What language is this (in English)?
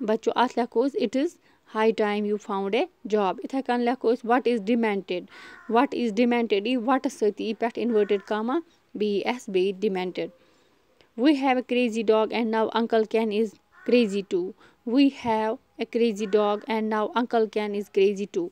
Kashmiri